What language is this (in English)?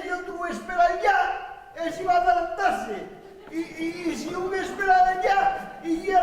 Asturian